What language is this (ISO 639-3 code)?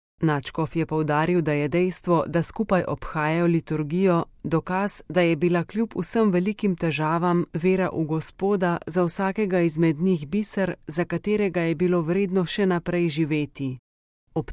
slv